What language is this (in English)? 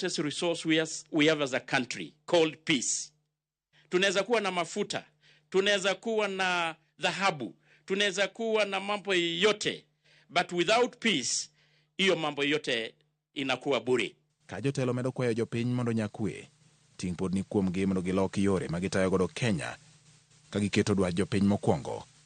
Luo (Kenya and Tanzania)